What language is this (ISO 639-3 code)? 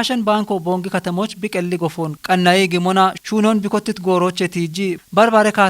kbr